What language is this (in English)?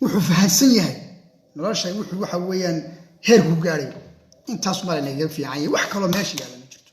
Somali